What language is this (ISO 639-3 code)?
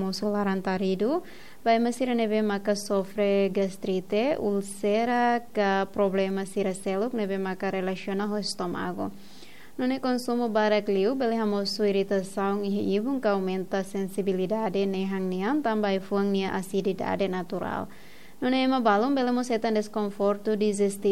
tet